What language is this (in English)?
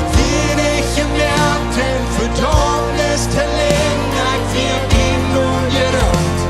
Plautdietsch